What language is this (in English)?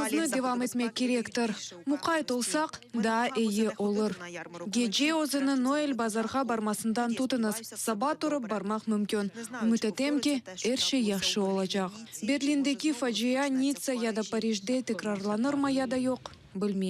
Crimean Tatar